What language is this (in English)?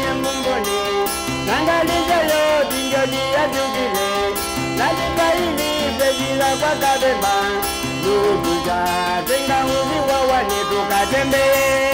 Kamba